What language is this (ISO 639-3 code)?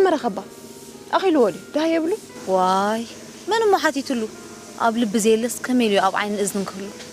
tir